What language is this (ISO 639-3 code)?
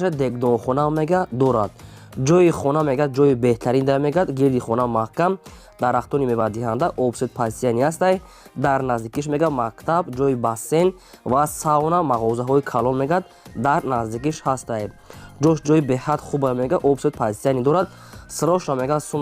tgk